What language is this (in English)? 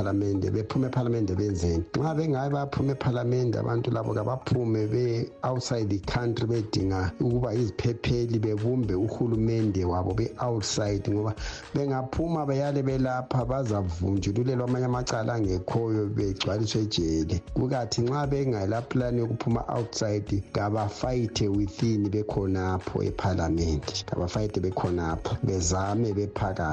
North Ndebele